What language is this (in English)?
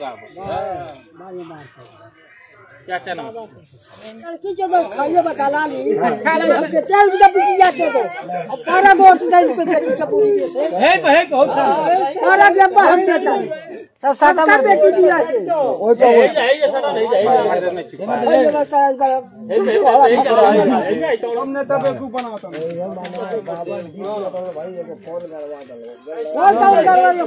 Bhojpuri